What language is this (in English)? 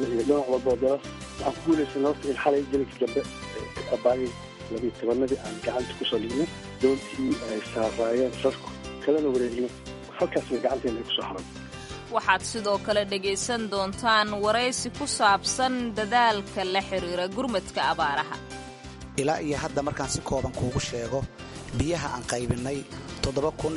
Somali